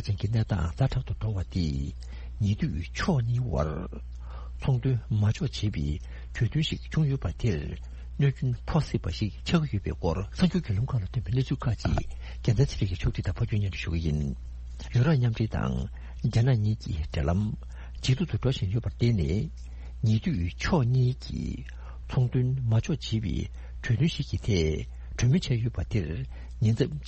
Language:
Tibetan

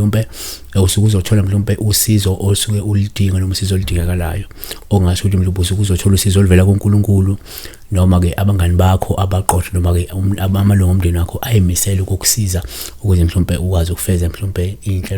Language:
Zulu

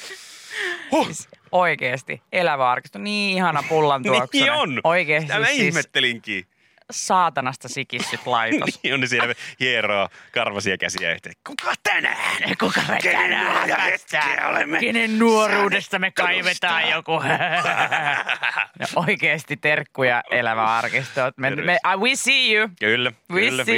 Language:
Finnish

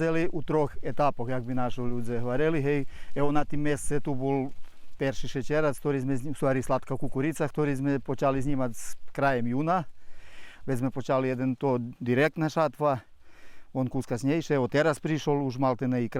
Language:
Rusyn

